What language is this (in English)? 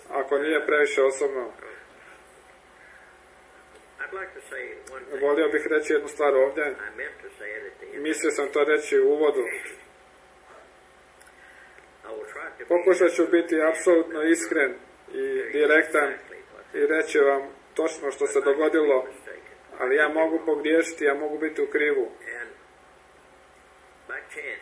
Croatian